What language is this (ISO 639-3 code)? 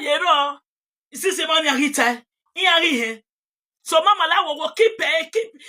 pcm